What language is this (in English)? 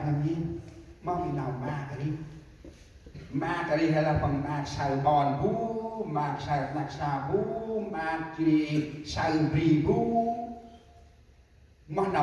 Central Mnong